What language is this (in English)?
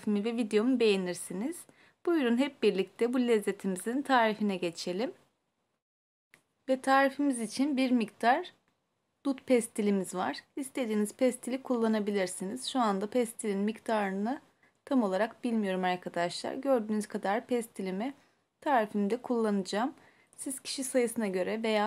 Turkish